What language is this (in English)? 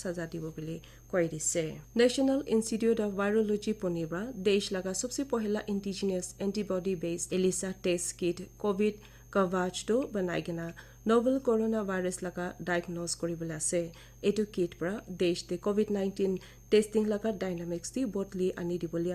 Naga Pidgin